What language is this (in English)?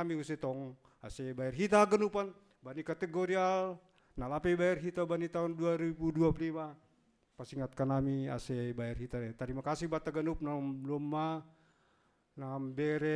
Batak Simalungun